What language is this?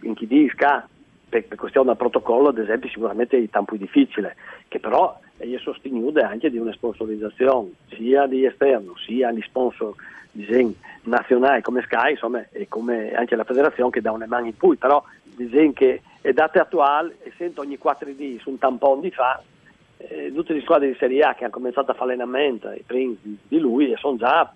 Friulian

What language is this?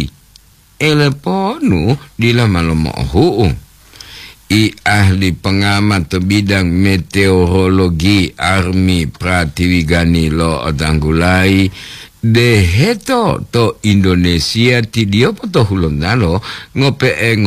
Gorontalo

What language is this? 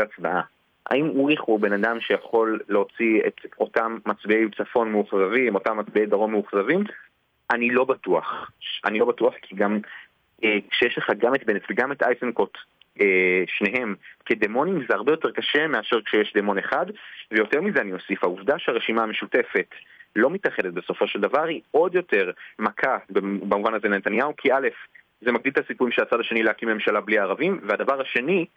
Hebrew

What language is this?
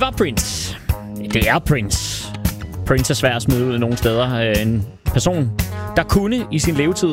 Danish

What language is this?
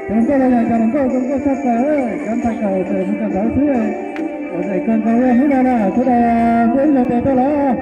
Hmong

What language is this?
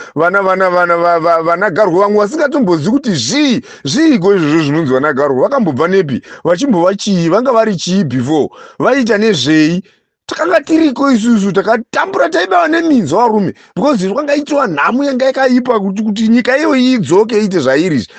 Shona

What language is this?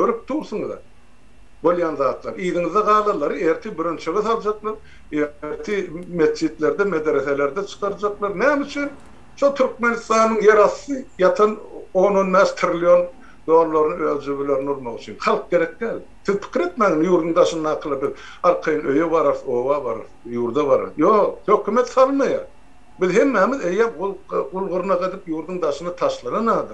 Turkmen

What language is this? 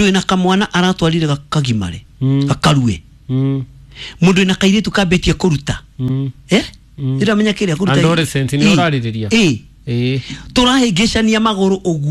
Kikuyu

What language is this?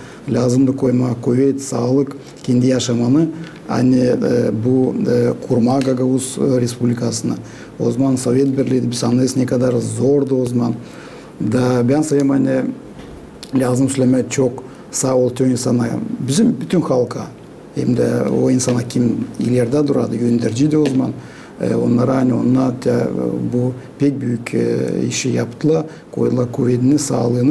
Gagauz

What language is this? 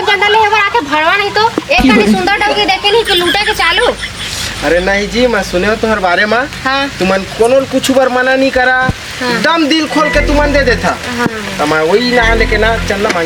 Chhattisgarhi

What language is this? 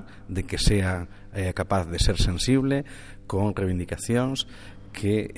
Galician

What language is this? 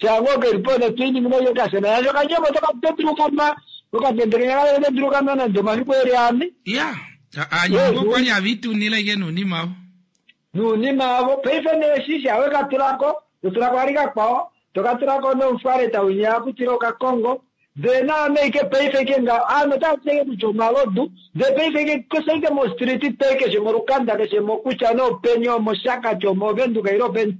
Kuanyama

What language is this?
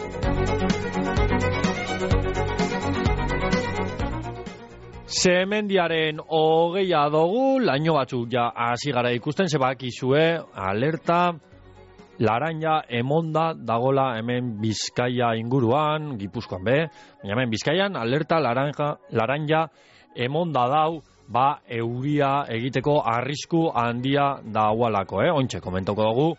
Basque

